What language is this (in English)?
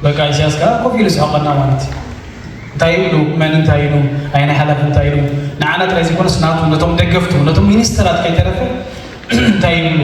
Tigrinya